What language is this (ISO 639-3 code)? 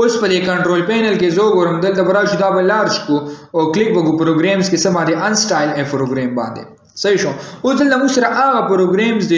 pus